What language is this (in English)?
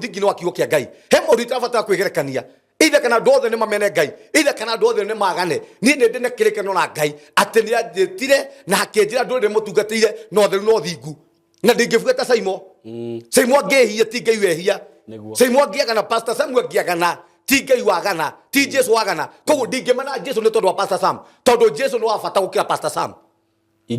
Kikuyu